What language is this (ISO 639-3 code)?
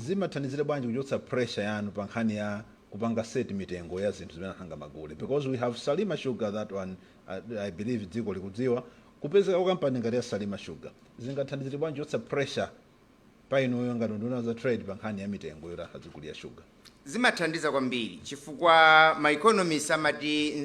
nya